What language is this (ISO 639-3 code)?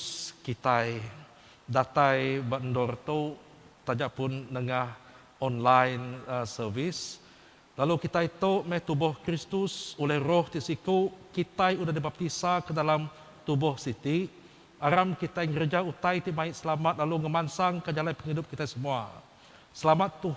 iba